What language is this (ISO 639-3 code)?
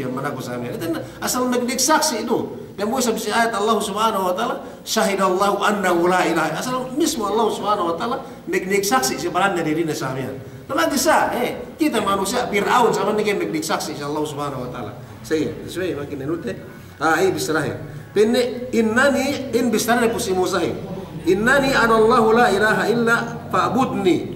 yka